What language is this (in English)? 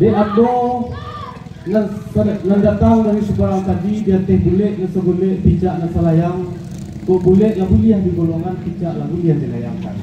Minangkabau